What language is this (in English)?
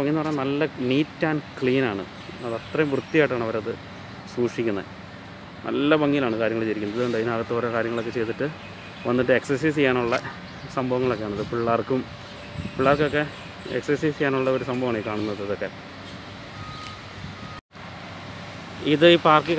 Malayalam